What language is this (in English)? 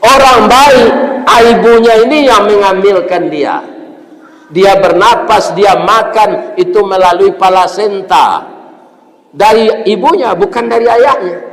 Minangkabau